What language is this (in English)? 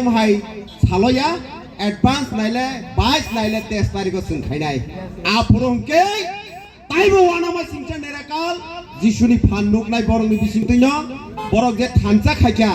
Kok Borok